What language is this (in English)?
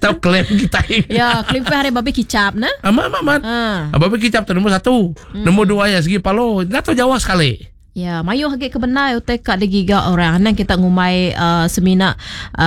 Iban